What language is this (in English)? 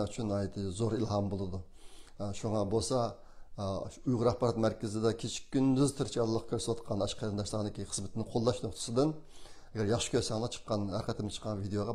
Uyghur